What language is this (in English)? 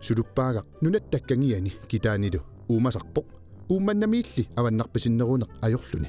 Kalaallisut